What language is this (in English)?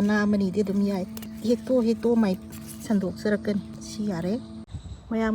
Manipuri